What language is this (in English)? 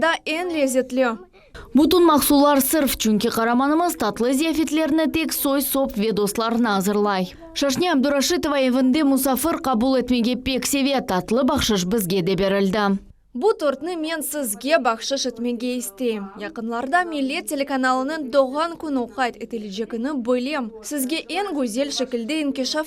Crimean Tatar